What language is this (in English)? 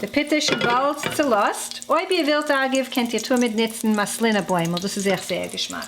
Yiddish